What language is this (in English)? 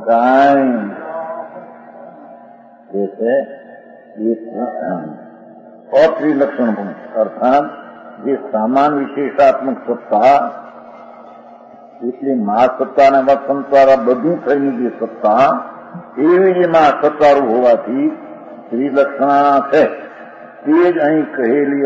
Gujarati